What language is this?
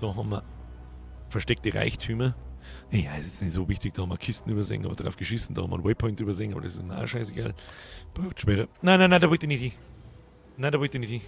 Bavarian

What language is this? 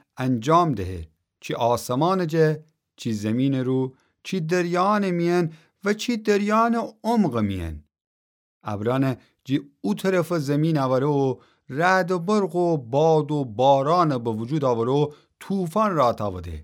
Gilaki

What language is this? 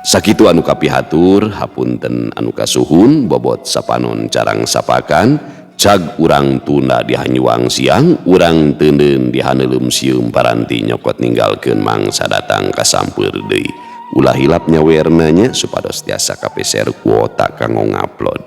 Sundanese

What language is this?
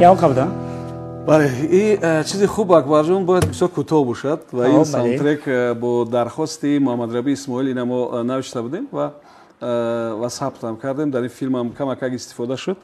Tajik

